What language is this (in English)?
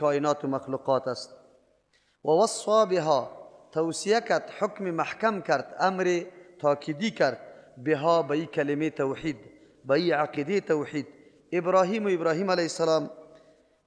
Persian